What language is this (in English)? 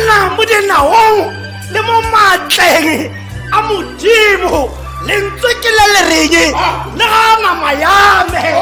Tswana